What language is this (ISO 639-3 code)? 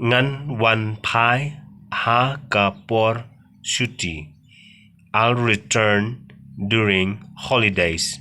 kha